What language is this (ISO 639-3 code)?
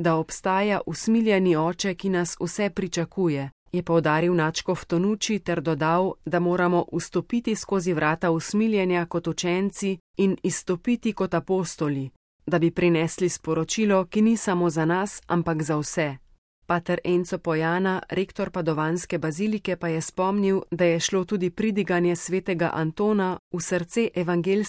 slv